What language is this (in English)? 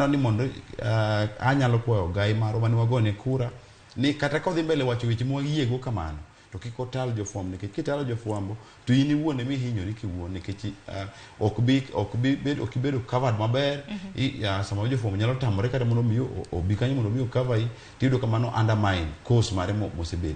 Luo (Kenya and Tanzania)